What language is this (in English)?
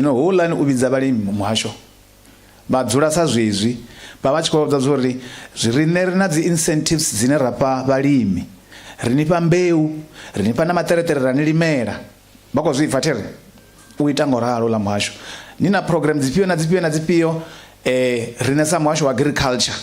Venda